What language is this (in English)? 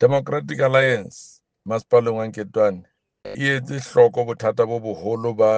Southern Sotho